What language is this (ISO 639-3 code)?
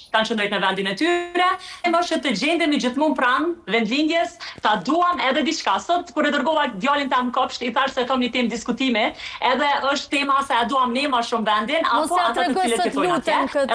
sqi